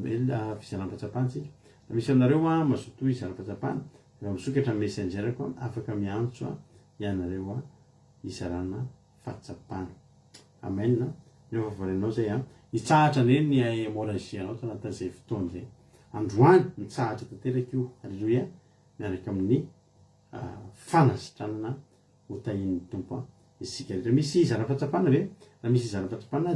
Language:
Malagasy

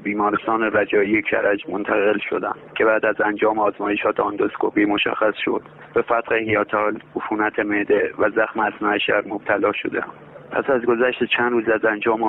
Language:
Persian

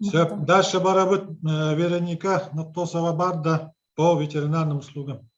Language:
Yakut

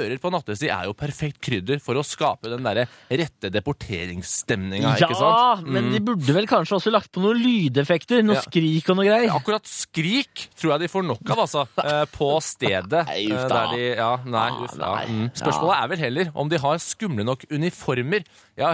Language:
Norwegian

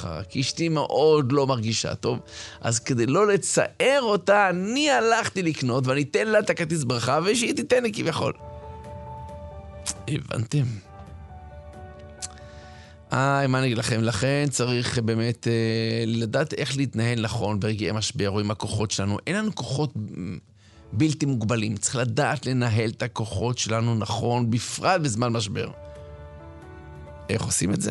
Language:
Hebrew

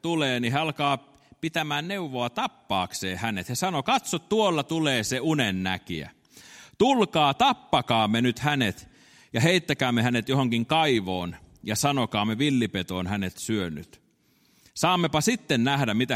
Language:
Finnish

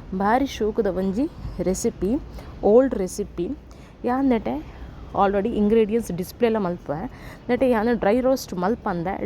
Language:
Tulu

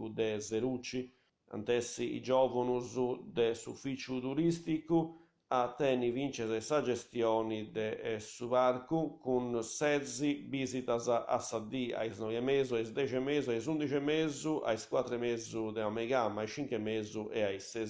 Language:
Sardinian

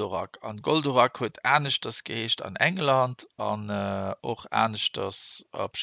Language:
Luxembourgish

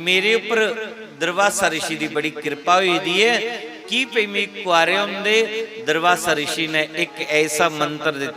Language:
Dogri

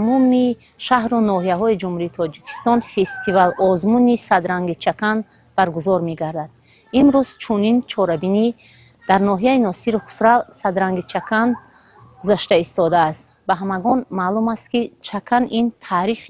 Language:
Tajik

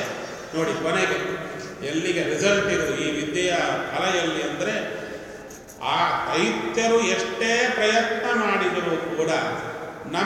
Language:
Kannada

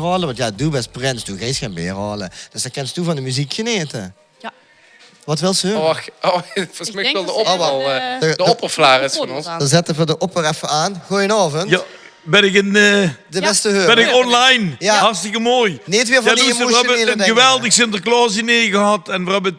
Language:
Limburgish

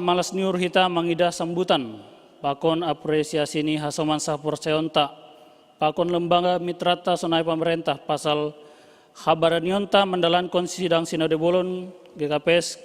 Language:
Batak Simalungun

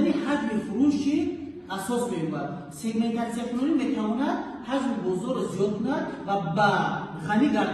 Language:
Tajik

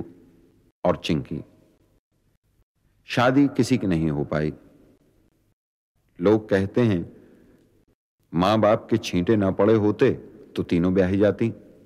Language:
Hindi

